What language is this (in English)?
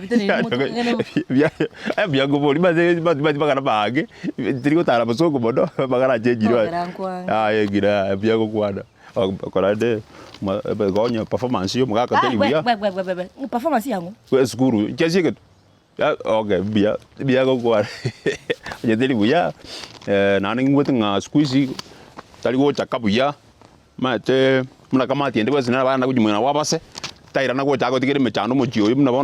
Gusii